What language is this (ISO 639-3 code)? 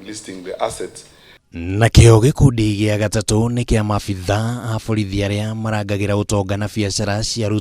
kik